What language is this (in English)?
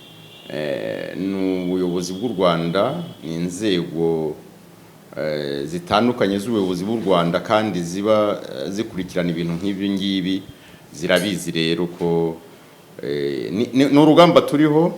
Kinyarwanda